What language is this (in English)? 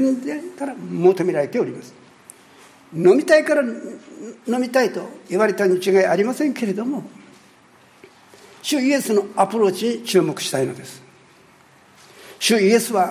Japanese